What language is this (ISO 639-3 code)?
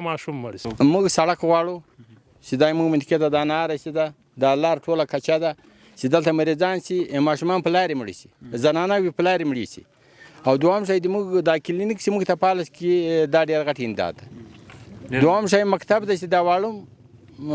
pus